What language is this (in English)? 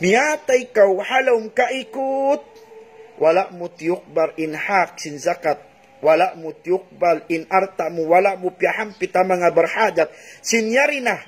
Tausug